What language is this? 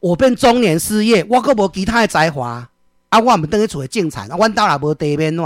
Min Nan Chinese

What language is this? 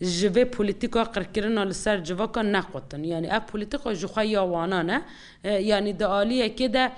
Kurdish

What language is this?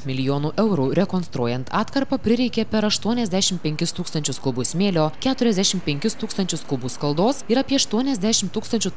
Lithuanian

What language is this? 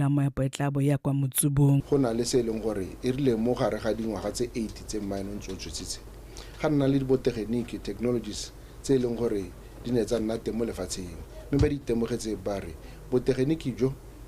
Tswana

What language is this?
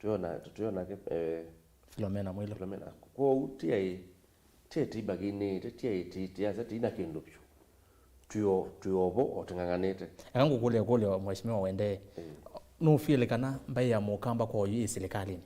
Kamba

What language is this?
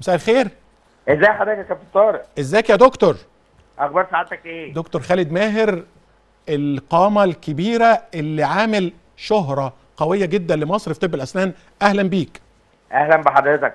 Egyptian Arabic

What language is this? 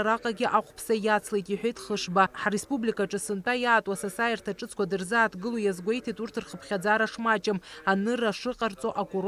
Abkhazian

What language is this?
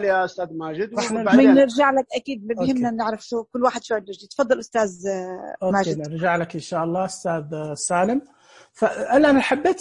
Najdi Arabic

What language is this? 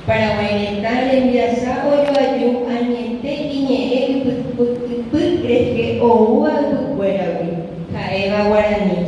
Guarani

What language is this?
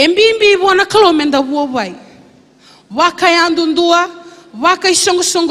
Fijian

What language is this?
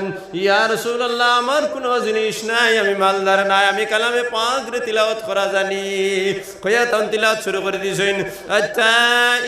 Sylheti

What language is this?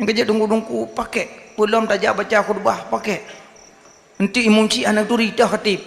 Achinese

